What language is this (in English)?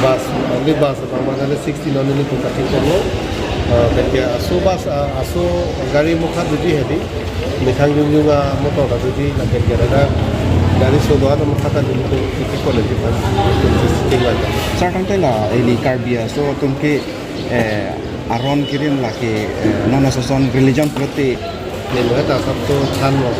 Karbi